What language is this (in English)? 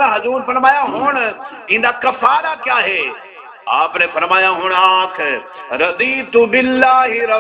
Saraiki